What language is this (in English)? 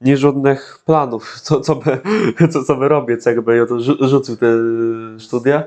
Kashubian